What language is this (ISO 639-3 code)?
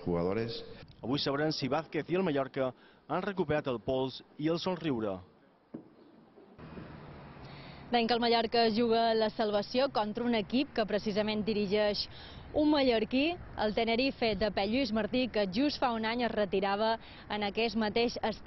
cat